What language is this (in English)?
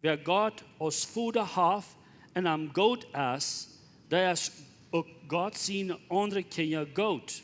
Plautdietsch